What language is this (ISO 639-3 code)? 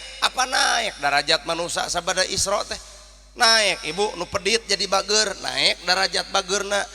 sun